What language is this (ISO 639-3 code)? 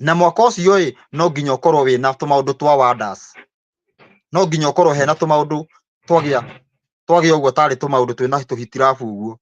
kik